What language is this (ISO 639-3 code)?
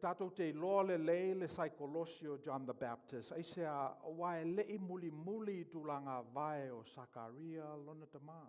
smo